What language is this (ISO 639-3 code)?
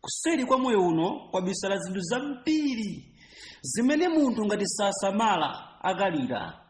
nya